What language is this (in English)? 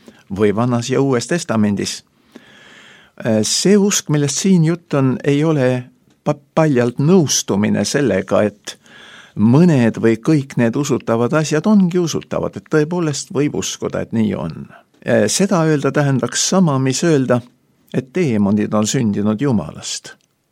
Estonian